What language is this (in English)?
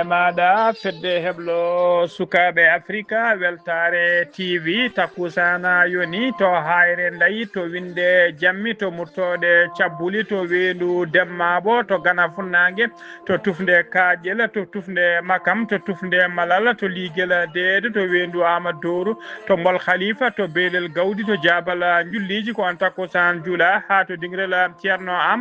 Fula